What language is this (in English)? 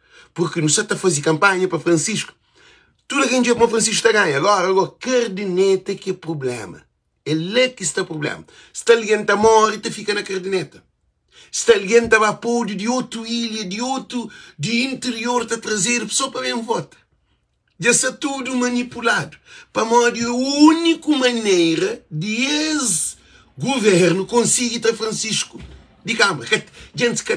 Kabuverdianu